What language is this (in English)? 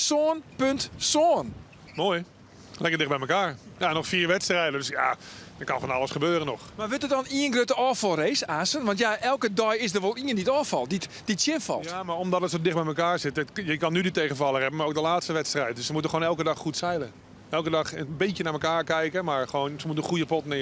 Western Frisian